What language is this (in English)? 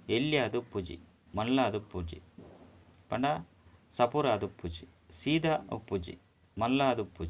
Tulu